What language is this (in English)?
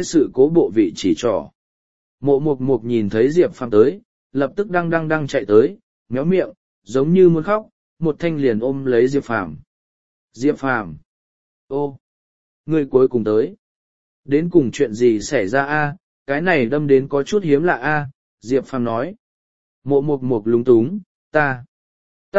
Vietnamese